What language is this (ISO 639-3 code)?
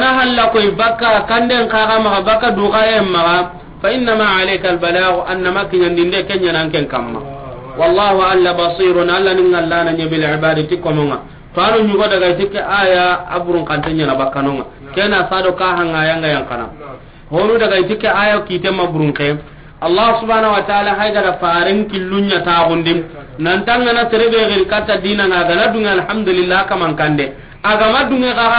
snk